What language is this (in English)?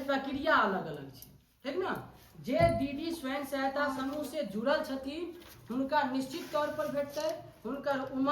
Maithili